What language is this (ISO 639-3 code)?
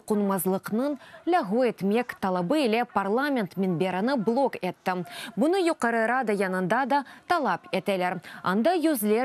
crh